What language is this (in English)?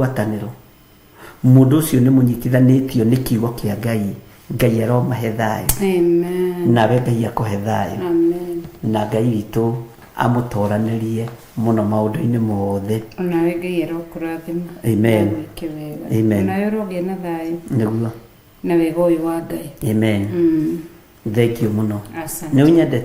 Kikuyu